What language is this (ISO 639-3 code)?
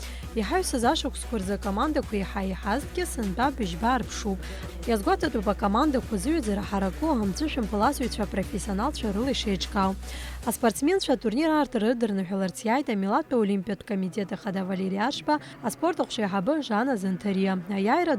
abk